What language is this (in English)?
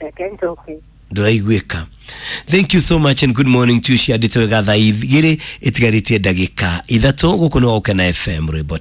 Kikuyu